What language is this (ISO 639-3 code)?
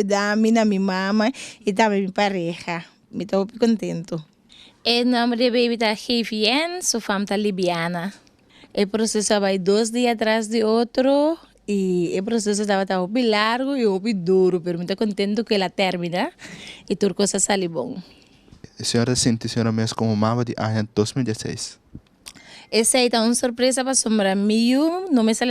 pap